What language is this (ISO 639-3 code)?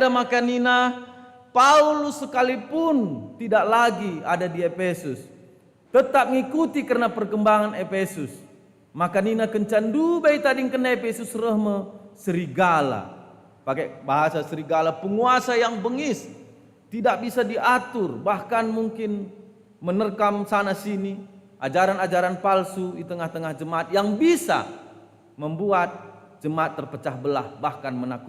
btx